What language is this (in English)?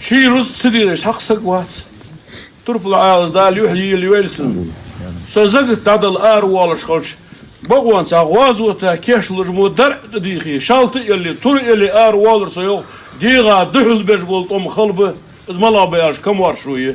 Ingush